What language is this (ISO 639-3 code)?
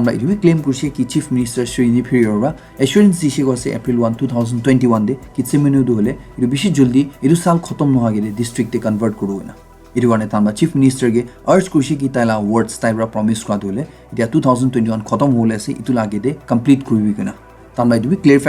nag